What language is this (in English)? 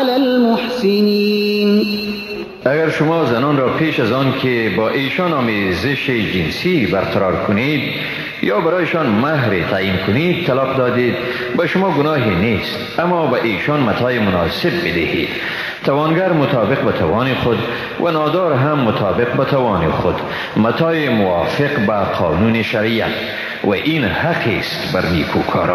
Persian